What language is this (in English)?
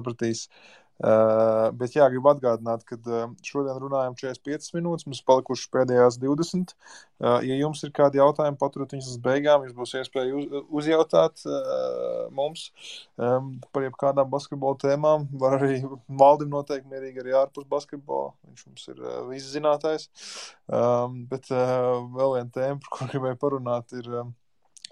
Latvian